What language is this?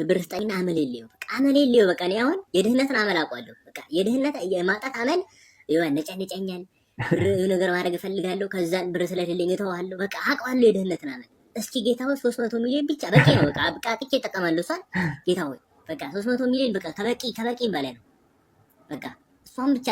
Amharic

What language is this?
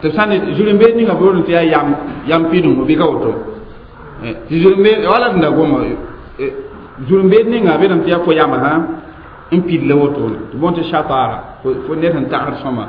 Mossi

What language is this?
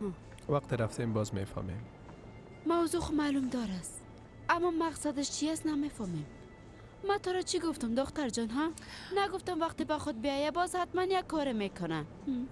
Persian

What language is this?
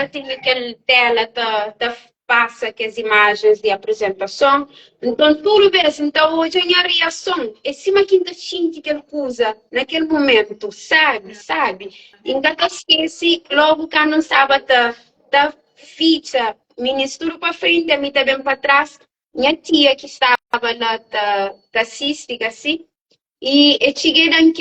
Kabuverdianu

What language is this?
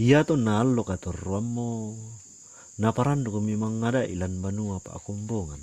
Toraja-Sa'dan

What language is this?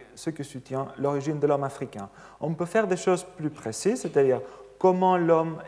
French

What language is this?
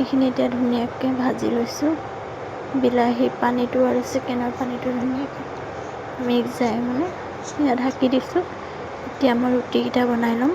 Assamese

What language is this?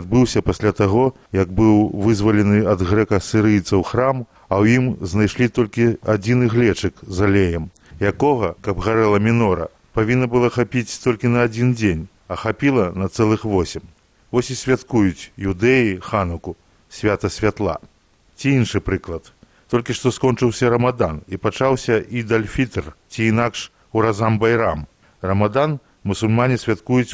Belarusian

